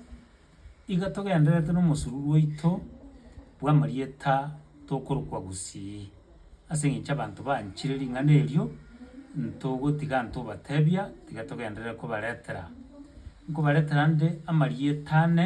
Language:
Gusii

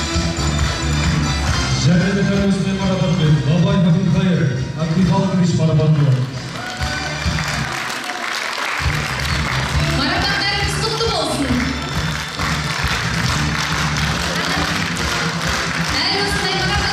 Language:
Kazakh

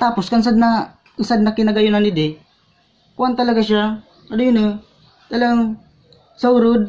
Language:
Bikol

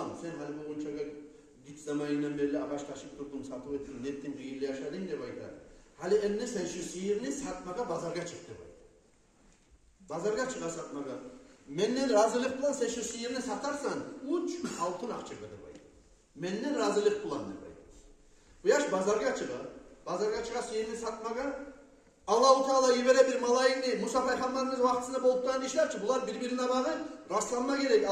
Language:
Kumyk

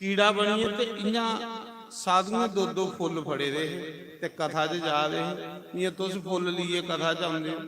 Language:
Dogri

